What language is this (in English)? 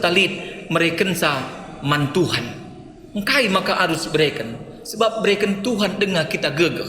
Batak Karo